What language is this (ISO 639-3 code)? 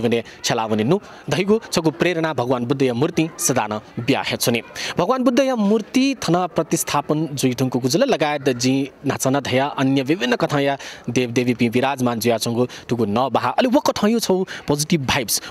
new